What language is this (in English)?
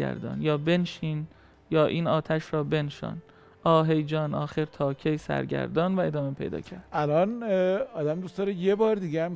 Persian